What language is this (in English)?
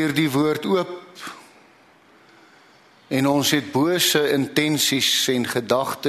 Afrikaans